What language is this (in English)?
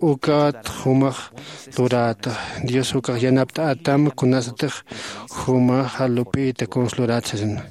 Aymara